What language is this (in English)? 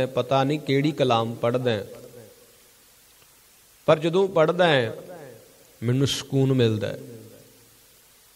Punjabi